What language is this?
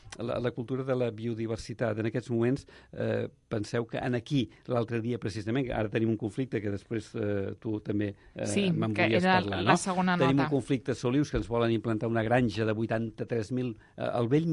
Catalan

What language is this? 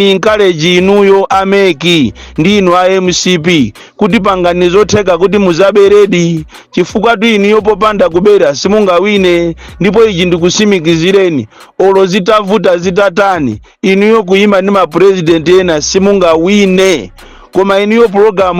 Nyanja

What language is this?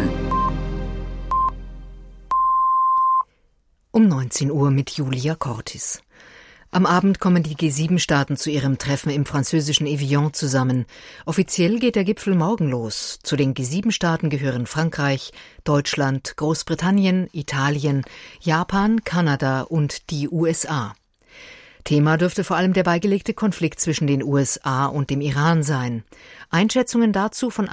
German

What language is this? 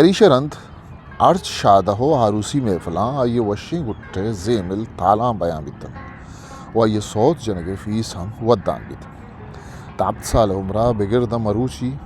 Eastern Balochi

